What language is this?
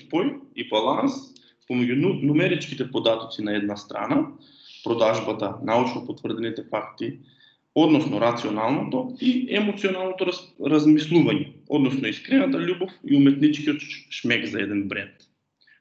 Macedonian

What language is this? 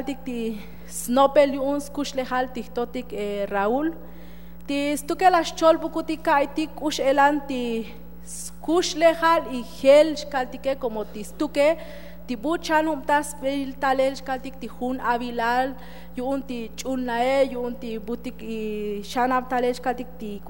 Tzotzil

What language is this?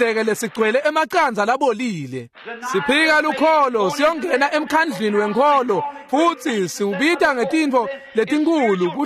Swati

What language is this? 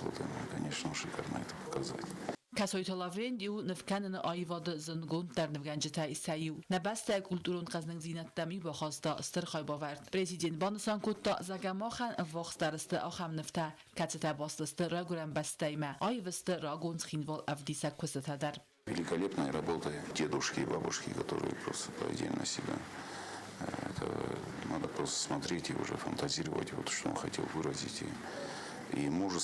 Ossetic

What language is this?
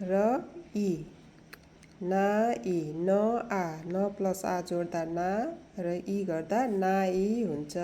Nepali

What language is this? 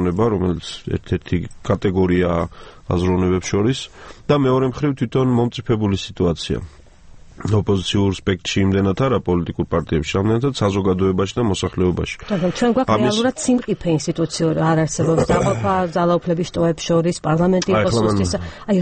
Georgian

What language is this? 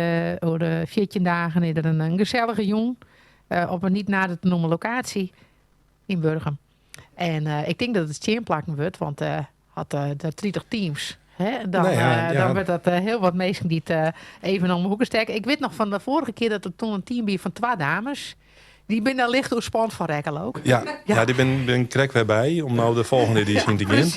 Western Frisian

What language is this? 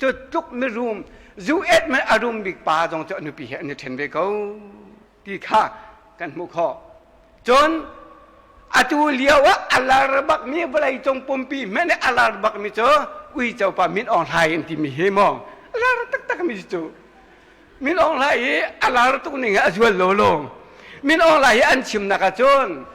Hakha Chin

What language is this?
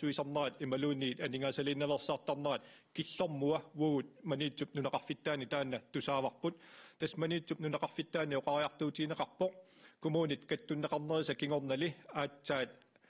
Kalaallisut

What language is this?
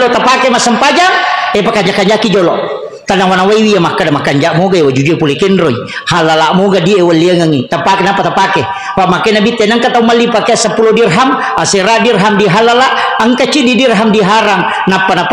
Buginese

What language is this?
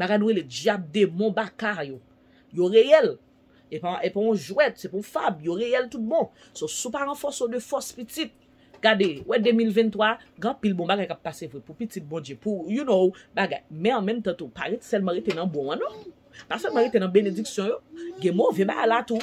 Haitian Creole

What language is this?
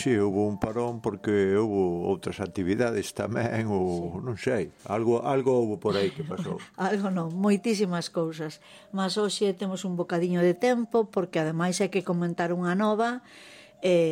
Galician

